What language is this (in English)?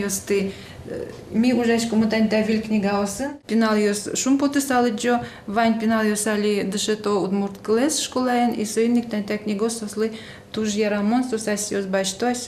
Udmurt